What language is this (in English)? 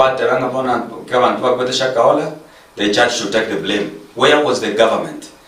Gusii